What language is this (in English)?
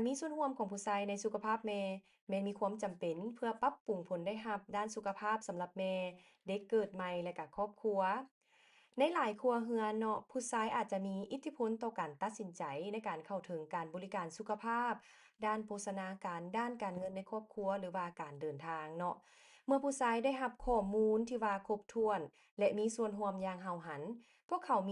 Lao